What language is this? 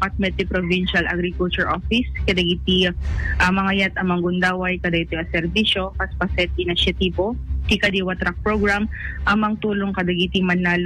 Iloko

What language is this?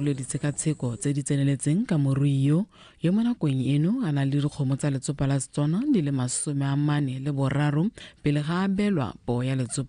Tswana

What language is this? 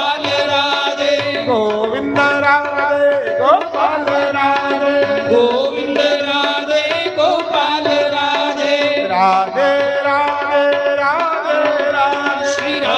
Dogri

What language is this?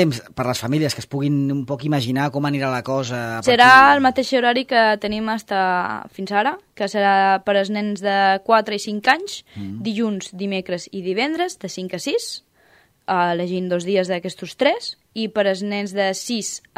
Catalan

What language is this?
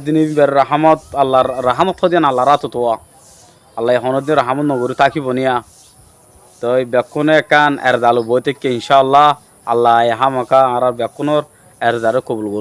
Rohingya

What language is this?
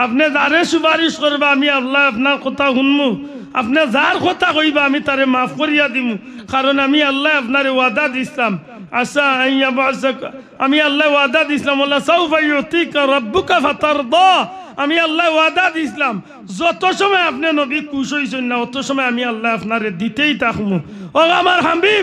Sylheti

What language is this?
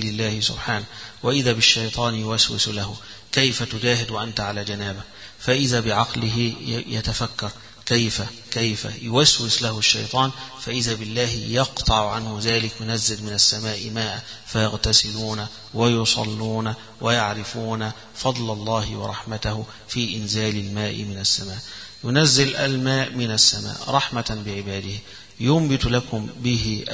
Arabic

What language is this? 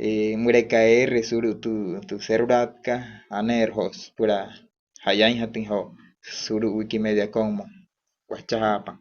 Wayuu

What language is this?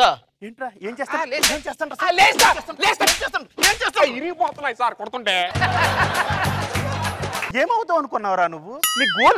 Telugu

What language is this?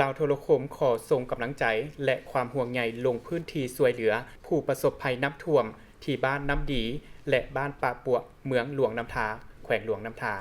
Lao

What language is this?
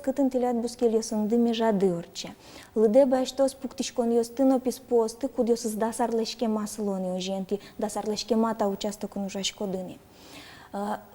Udmurt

